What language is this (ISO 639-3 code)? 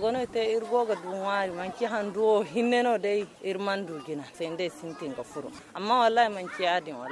dje